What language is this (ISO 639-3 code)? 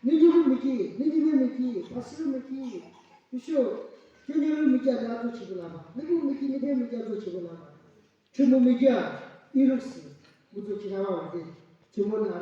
yim